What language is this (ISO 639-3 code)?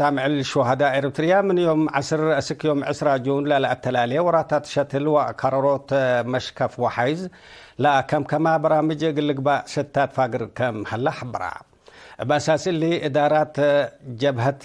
tig